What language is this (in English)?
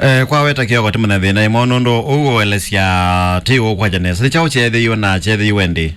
Kamba